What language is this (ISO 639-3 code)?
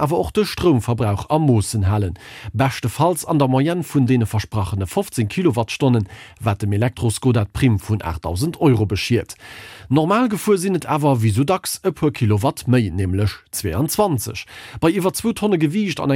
ltz